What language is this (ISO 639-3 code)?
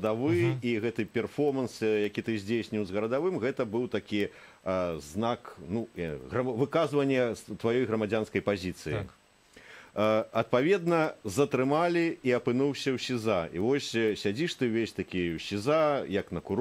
bel